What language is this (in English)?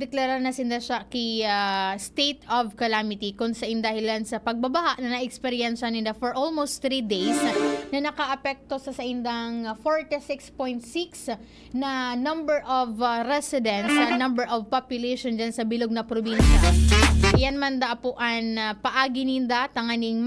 Bikol